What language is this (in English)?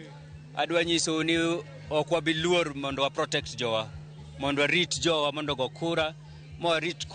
Luo (Kenya and Tanzania)